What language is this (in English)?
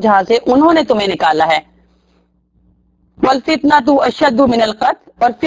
Urdu